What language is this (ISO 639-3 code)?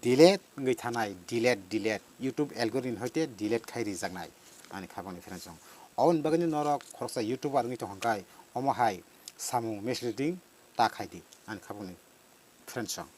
trp